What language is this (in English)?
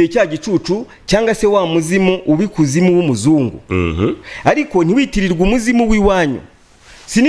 Kinyarwanda